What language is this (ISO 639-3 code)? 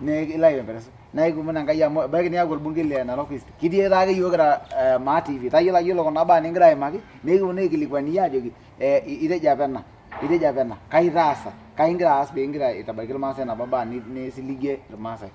mas